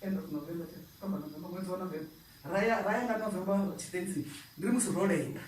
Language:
Venda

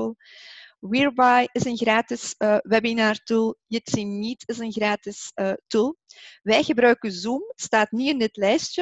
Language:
Dutch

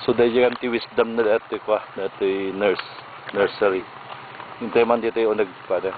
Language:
Iloko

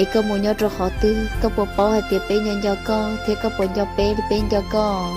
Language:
Hmong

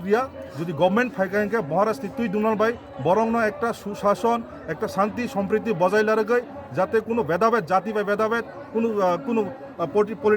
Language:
Kok Borok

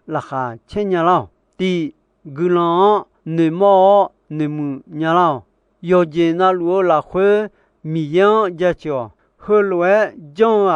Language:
Akha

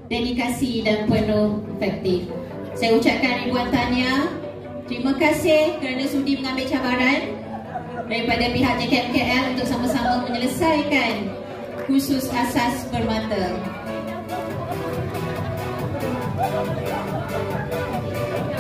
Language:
Malay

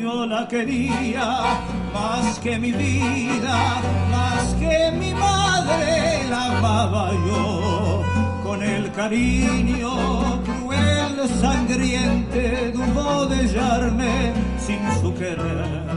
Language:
Ladino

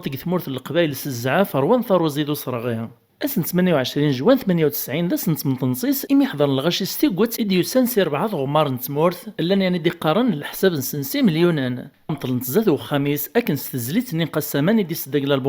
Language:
Kabyle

